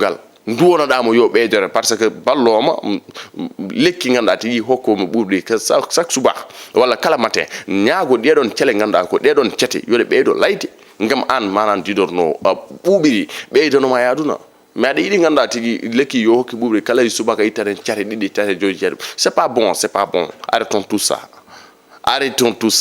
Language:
Fula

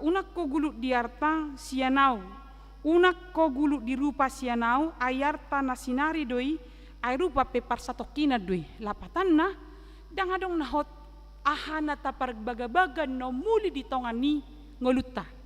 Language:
Batak Toba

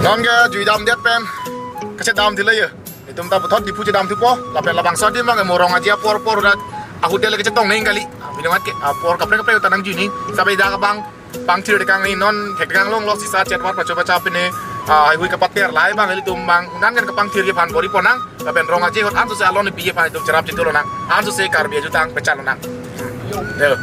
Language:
Karbi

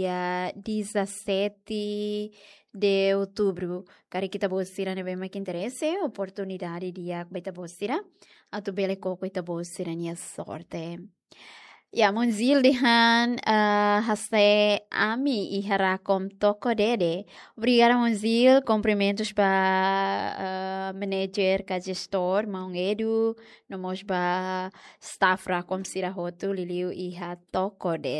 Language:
Tetum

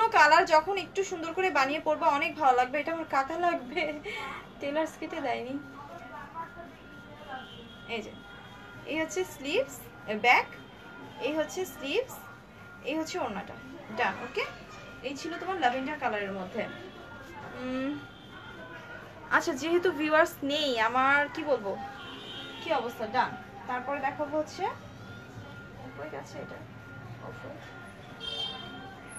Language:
Bangla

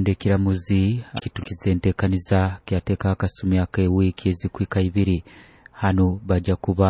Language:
Nyoro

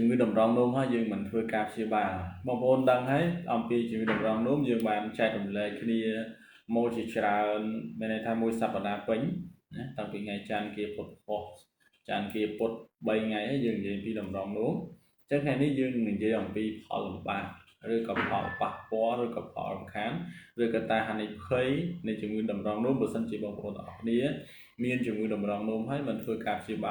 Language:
Khmer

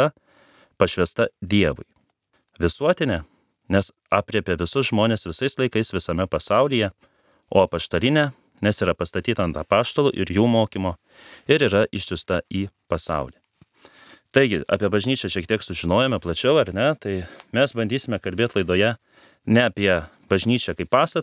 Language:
Lithuanian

